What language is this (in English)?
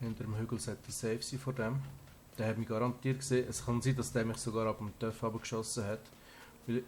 Swiss German